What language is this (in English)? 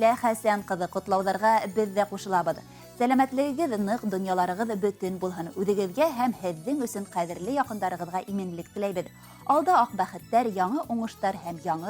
Bashkir